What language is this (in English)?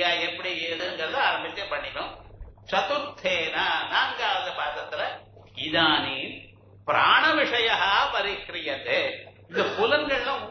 Tamil